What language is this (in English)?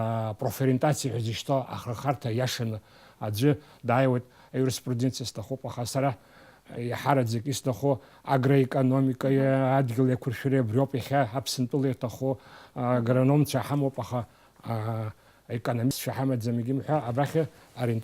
Abkhazian